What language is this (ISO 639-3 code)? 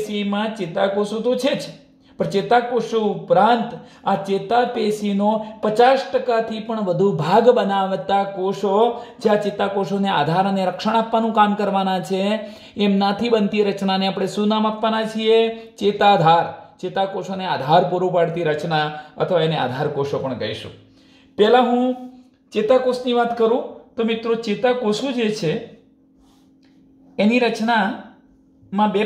guj